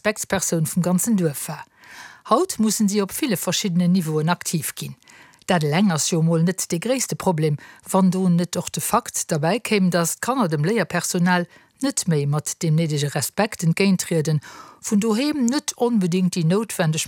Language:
Luxembourgish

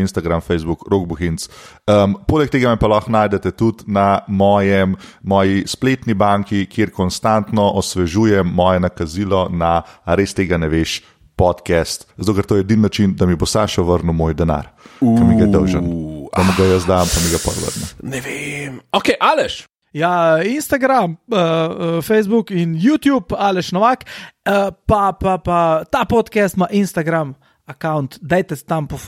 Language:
Slovenian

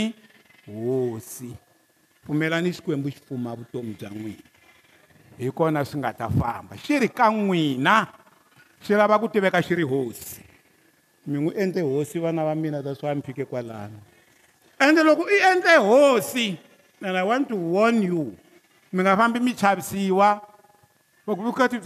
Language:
Tsonga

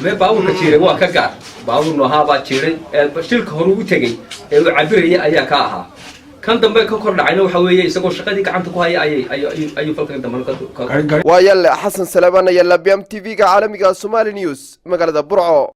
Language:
Somali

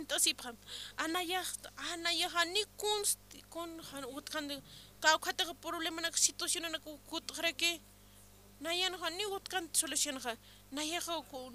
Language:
Aymara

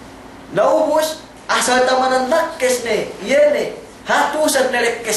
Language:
Yakan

